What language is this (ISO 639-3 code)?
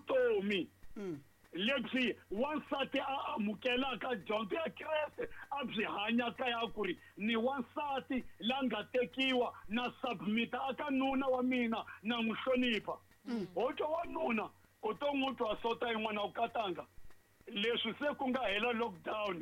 tso